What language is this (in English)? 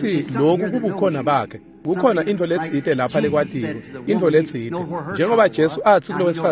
Swati